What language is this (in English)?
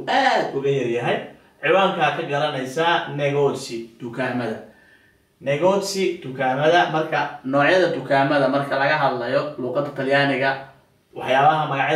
Somali